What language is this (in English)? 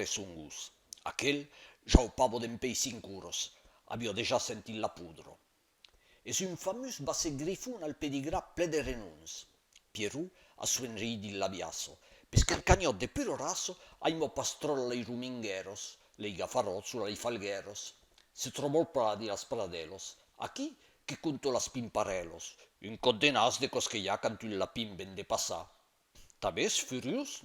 Occitan